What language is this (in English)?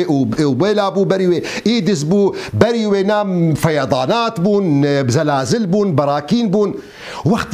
Kurdish